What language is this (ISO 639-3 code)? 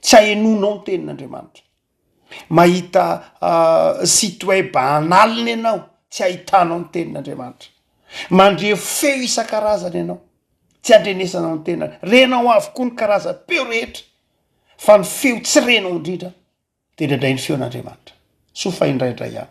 mlg